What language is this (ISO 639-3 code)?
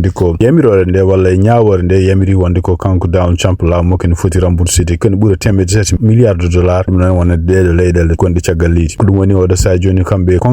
ful